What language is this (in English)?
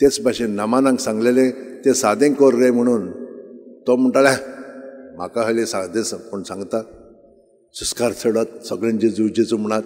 Konkani